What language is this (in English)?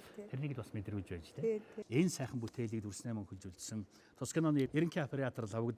Mongolian